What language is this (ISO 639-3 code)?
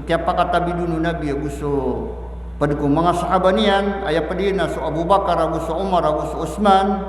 mrw